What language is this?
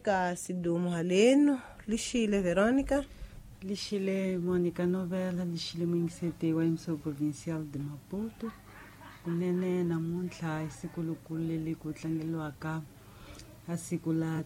Tsonga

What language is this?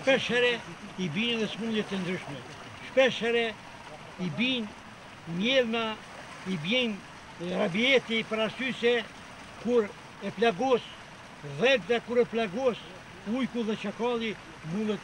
Albanian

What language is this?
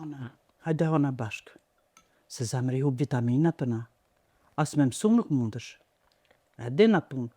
Albanian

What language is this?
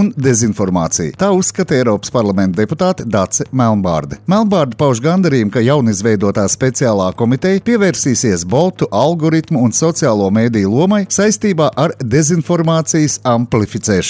Latvian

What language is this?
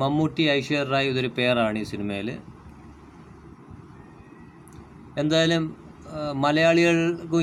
Malayalam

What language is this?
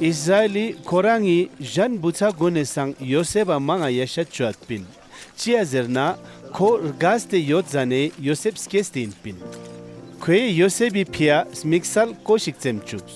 Ladakhi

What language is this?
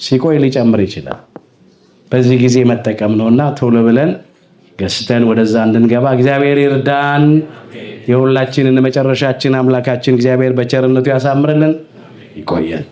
Amharic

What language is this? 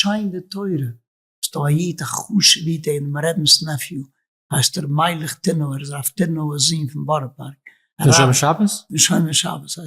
Yiddish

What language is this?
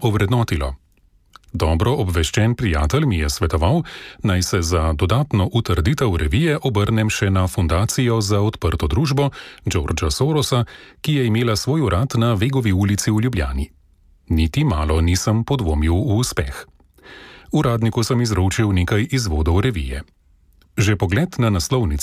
Slovenian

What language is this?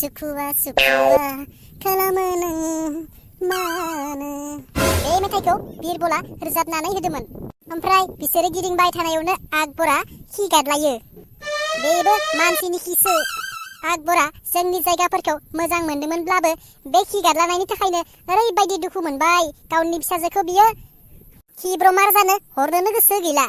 Bodo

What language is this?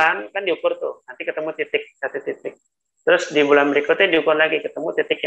Indonesian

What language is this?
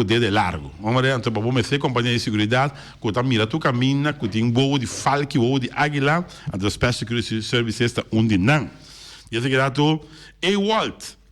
Papiamento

